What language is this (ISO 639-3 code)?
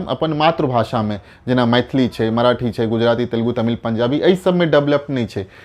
mai